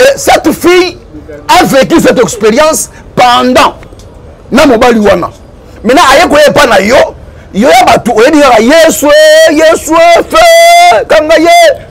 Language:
Lingala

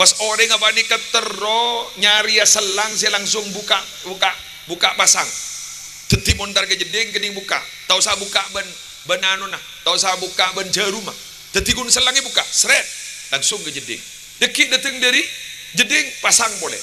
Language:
Madurese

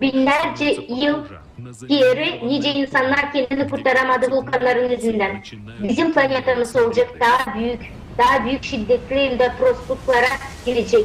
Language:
Gagauz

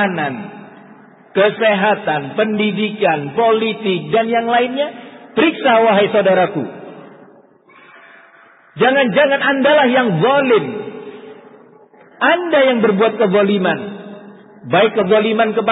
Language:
Indonesian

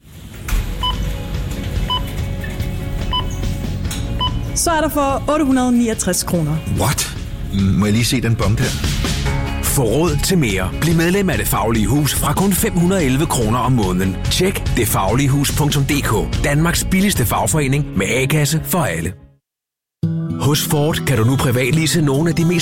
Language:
Danish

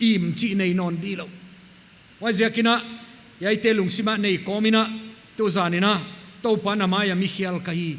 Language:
Paite Chin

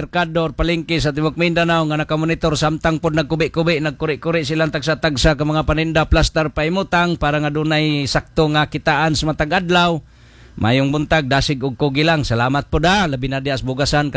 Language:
Cebuano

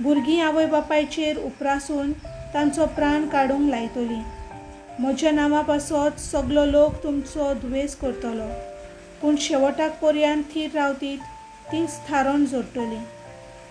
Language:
Konkani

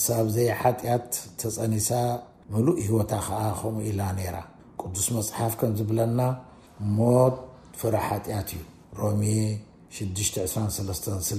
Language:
Tigrinya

